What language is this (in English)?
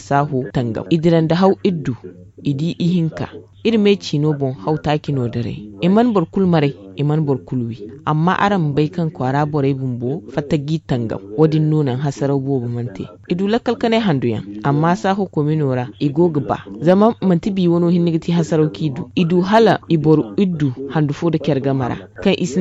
Zarma